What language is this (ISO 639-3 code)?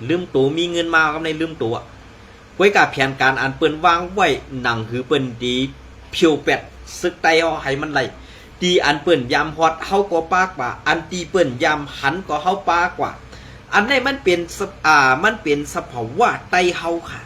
shn